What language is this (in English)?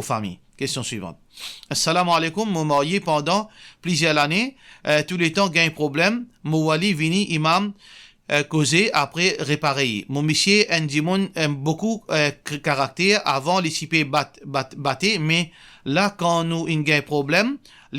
Morisyen